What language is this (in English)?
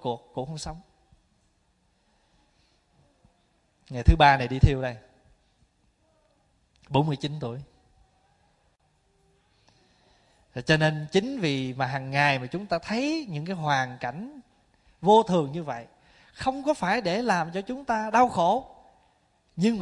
Vietnamese